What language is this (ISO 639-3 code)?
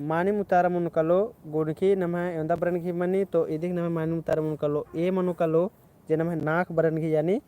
kru